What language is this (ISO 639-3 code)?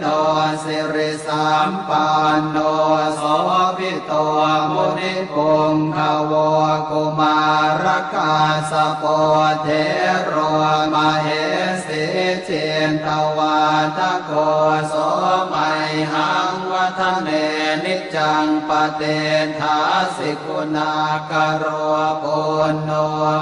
pli